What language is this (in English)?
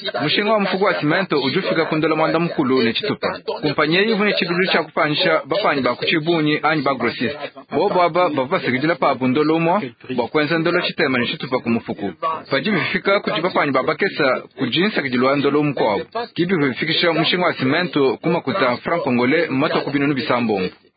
Luba-Lulua